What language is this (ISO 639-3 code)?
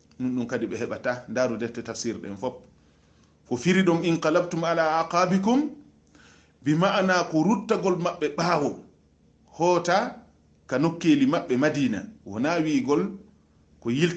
ful